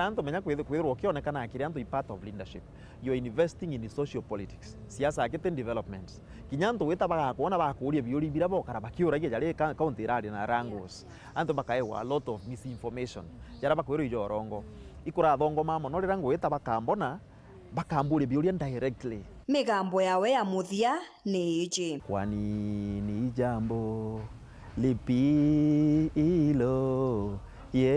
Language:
Meru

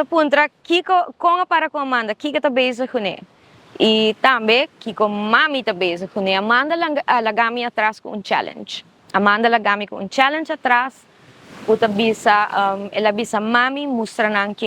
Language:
Papiamento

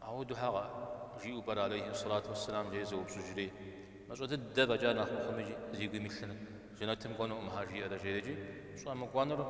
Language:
Kabardian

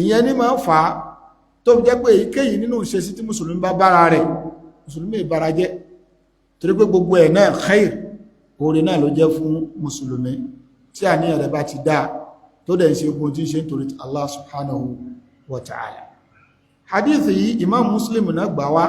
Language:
Yoruba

